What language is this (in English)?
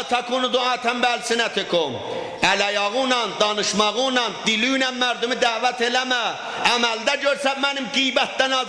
South Azerbaijani